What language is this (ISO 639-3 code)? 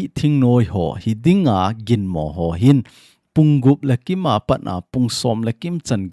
tcz